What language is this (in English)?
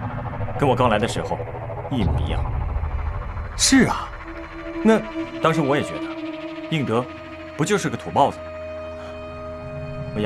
Chinese